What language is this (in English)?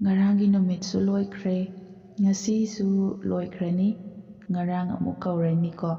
Manipuri